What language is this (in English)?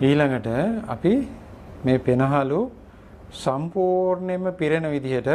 Sinhala